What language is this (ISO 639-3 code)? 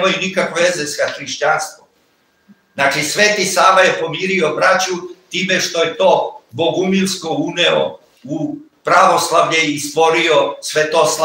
srp